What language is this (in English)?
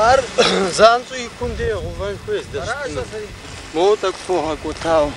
Kabardian